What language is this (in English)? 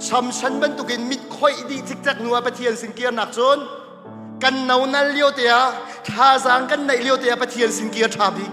Hakha Chin